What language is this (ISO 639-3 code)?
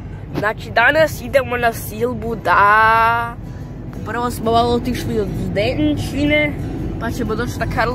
hrv